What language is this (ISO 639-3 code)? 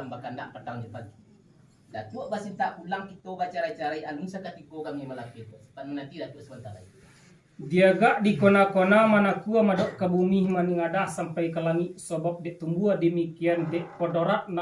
min